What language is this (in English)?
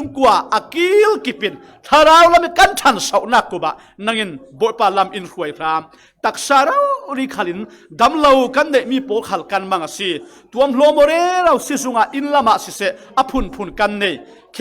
Falam Chin